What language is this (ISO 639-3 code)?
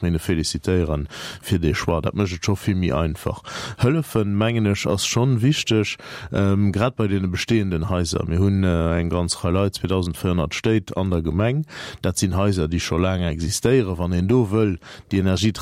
ltz